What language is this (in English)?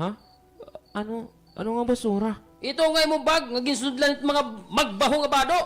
Waray